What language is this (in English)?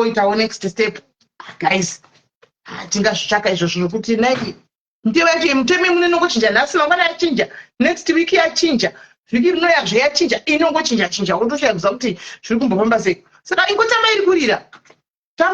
Shona